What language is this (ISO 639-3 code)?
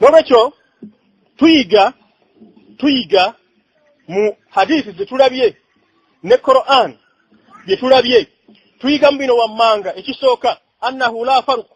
lug